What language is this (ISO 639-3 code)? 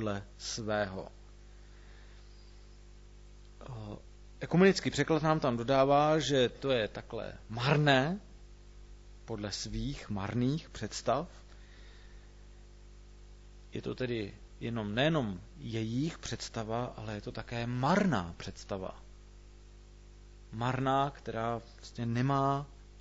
ces